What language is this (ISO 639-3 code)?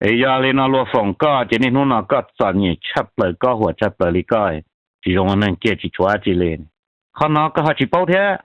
hmn